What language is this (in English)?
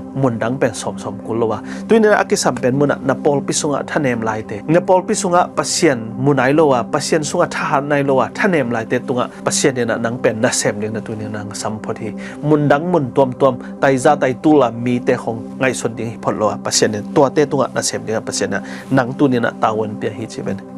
Tedim Chin